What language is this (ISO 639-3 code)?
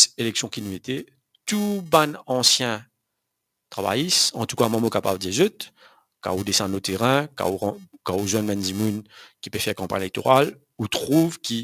mfe